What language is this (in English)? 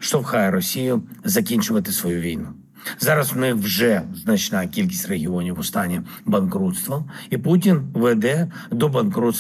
Ukrainian